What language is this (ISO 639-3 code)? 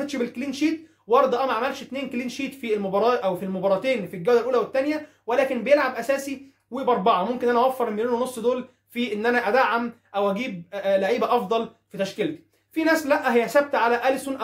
arz